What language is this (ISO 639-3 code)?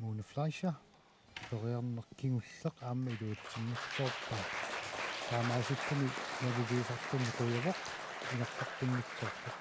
kal